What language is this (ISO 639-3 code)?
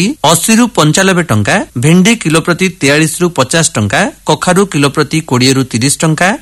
ori